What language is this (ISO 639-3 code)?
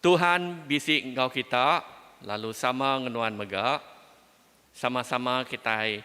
iba